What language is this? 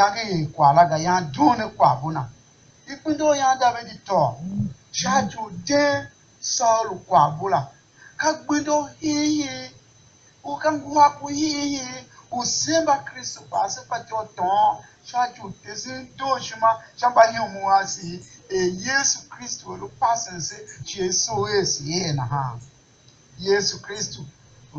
Tiv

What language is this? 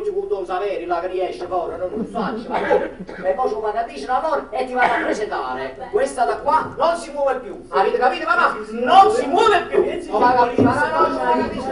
Neapolitan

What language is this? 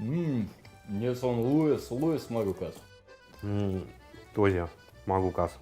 Veps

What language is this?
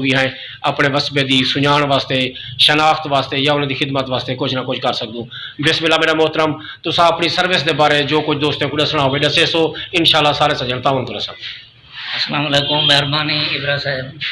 Saraiki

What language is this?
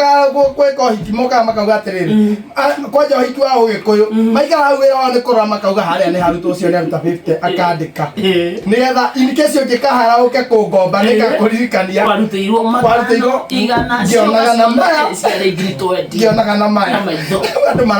Kikuyu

